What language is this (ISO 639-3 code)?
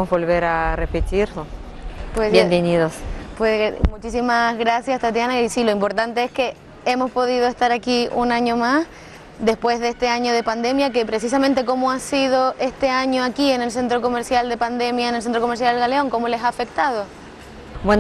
spa